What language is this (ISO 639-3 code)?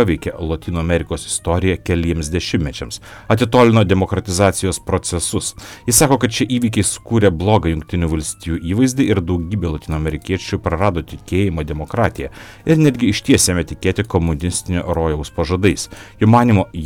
lit